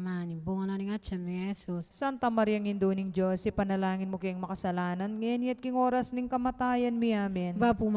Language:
Pampanga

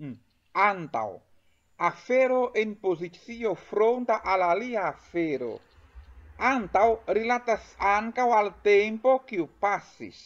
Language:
Esperanto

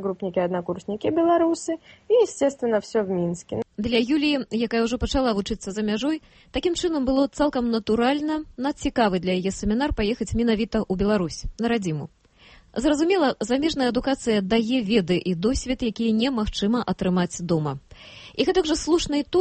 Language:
Belarusian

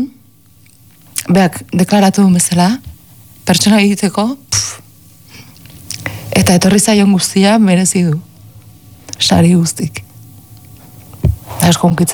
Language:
Basque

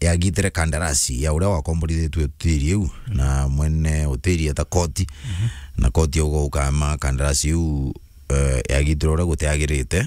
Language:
Meru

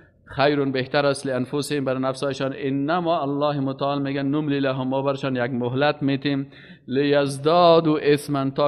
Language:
Persian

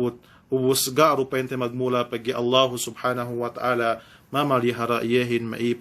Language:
Yakan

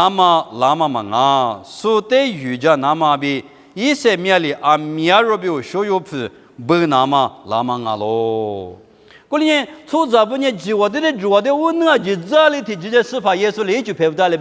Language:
Lisu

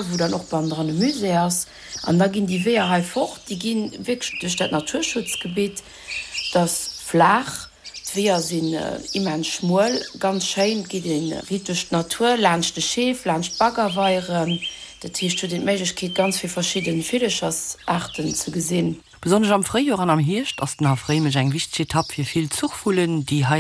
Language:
Luxembourgish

